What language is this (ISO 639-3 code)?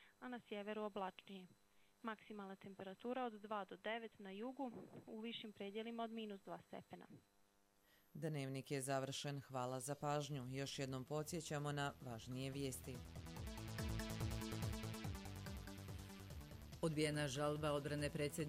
bos